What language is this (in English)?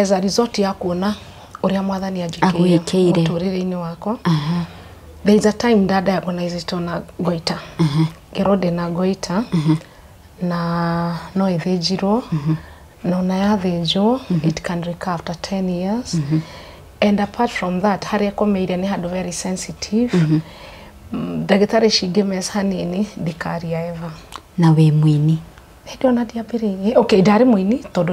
Kikuyu